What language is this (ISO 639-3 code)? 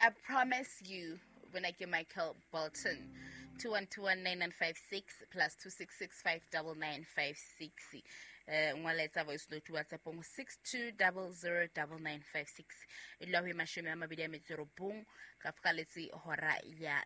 sot